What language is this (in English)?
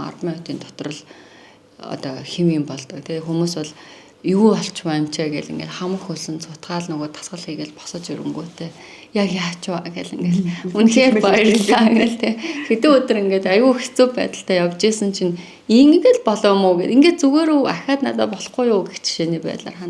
Mongolian